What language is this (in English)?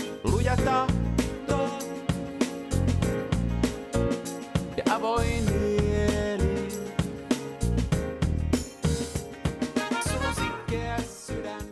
Finnish